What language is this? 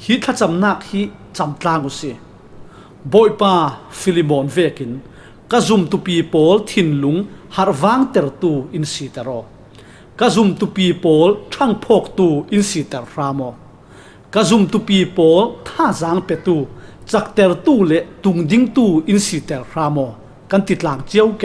Falam Chin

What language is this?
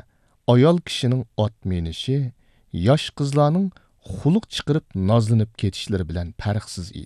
Uyghur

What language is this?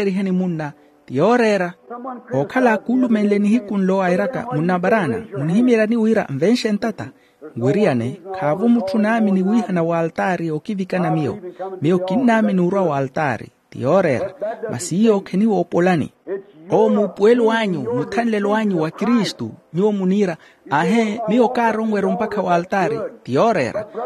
Makhuwa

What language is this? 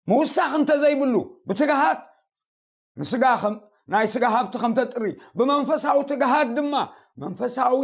Tigrinya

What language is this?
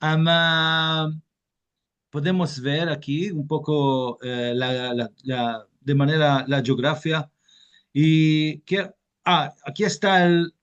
Ladino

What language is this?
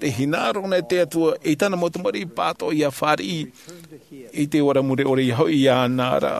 Tahitian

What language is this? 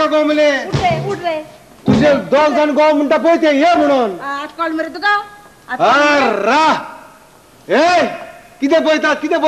Konkani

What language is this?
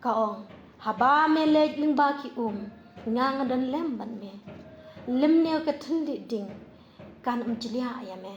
Khasi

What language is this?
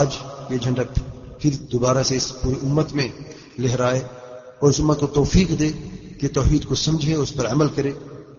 Urdu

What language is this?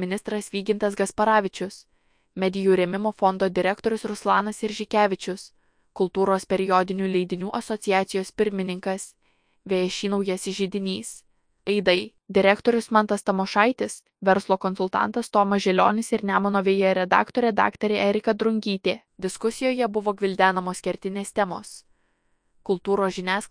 Lithuanian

